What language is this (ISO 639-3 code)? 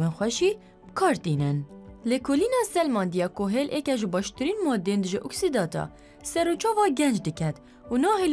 kur